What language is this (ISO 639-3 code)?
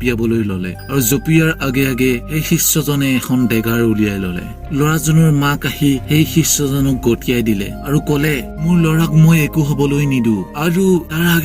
asm